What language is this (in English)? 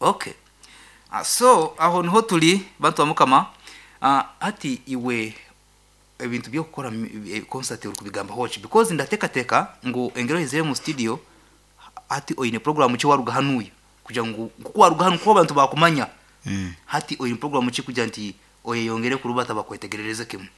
Nyankole